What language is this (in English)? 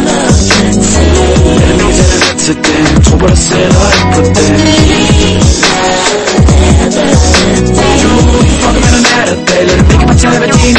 Danish